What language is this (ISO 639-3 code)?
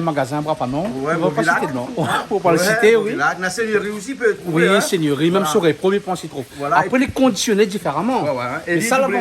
rcf